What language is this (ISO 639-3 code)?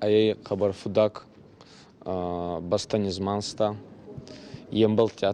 oss